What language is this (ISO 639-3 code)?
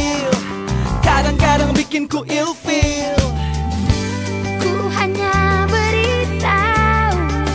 ind